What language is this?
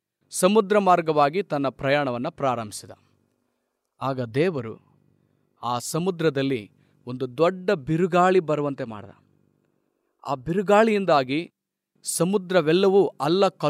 Kannada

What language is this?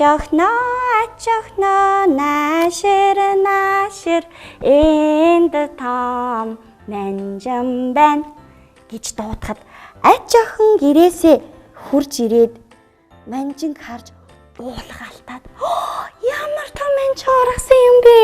Mongolian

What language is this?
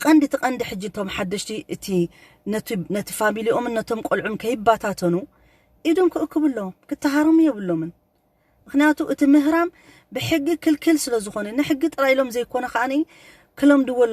Tigrinya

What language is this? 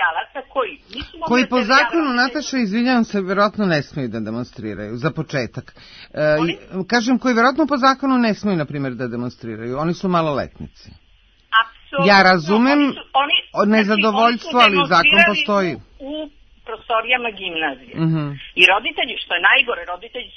Serbian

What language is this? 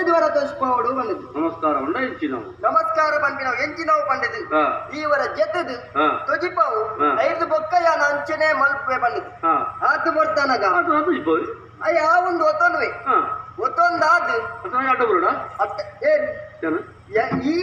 Tulu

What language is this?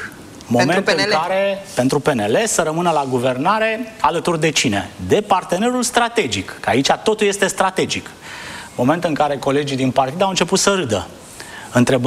Romanian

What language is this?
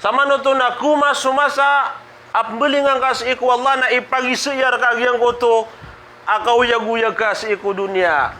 Maranao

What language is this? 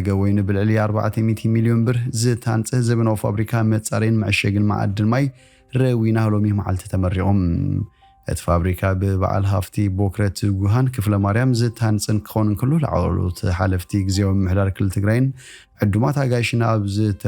Tigrinya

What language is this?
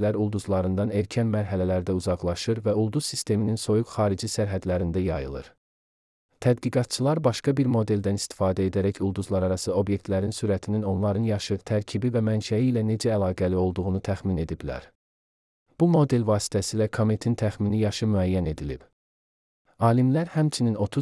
Azerbaijani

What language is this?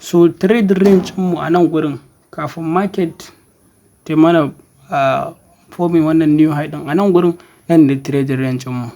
Hausa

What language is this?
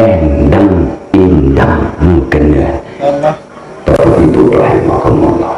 Sasak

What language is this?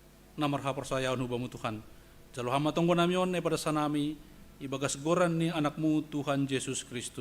Batak Simalungun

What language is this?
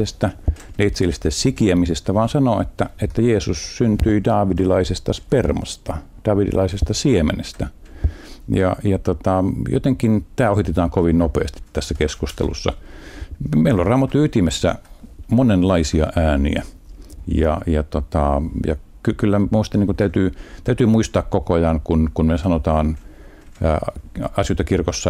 Finnish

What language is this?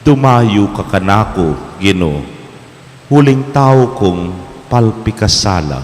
Pampanga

